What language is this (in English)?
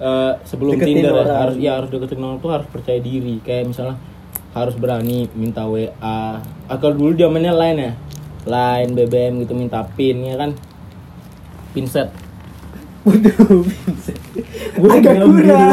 Indonesian